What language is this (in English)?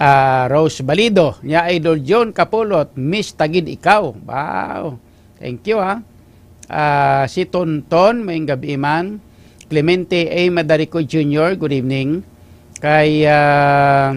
Hiligaynon